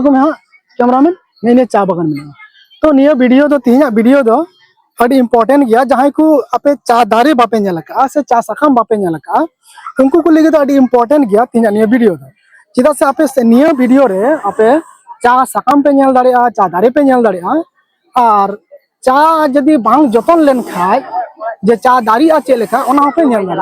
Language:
Santali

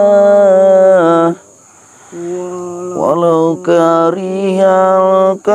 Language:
Indonesian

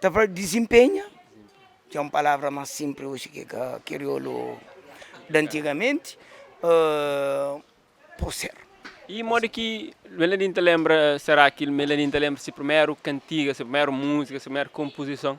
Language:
Kabuverdianu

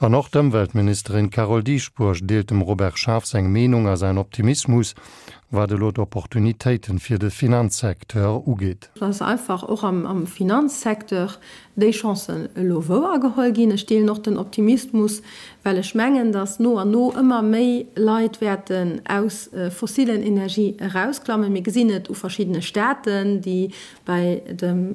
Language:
Luxembourgish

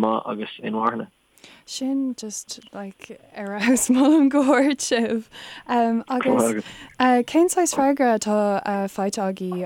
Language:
Irish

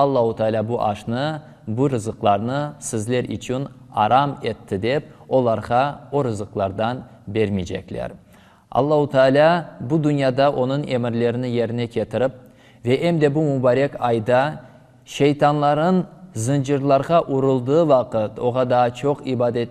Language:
Crimean Tatar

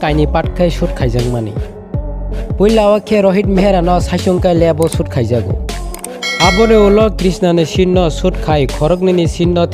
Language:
Kok Borok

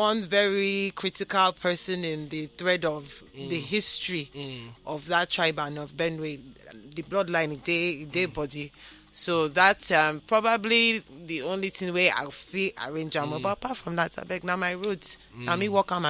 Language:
Nigerian Pidgin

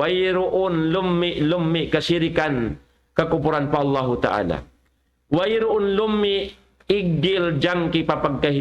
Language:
Tausug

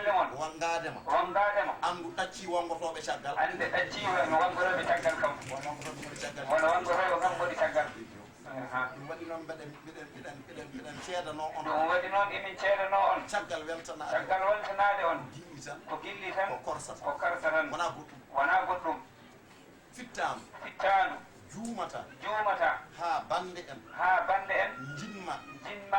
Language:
Fula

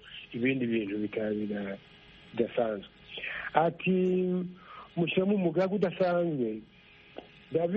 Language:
Kinyarwanda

